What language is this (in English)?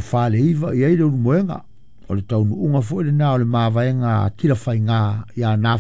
Samoan